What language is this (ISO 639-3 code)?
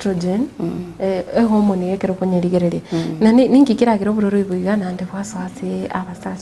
guz